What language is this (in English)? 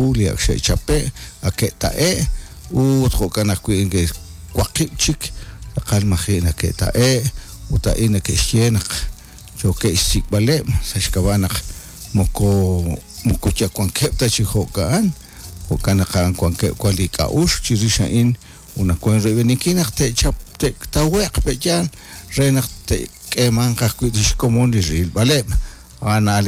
Kekchí